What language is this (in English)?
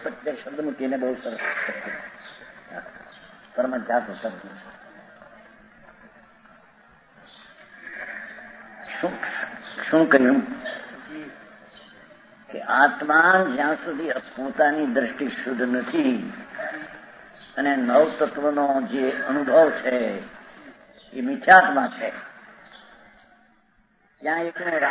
Gujarati